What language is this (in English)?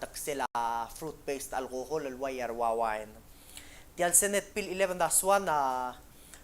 Palauan